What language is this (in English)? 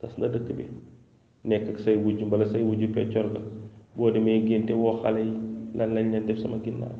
Wolof